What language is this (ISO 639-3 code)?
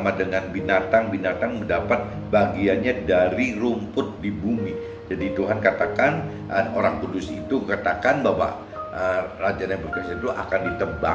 ind